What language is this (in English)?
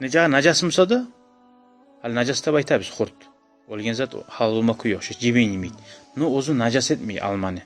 Kumyk